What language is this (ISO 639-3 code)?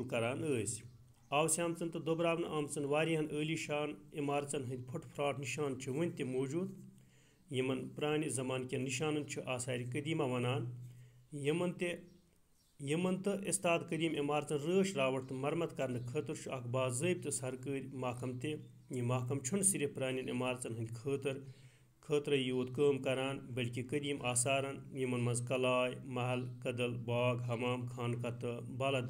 kas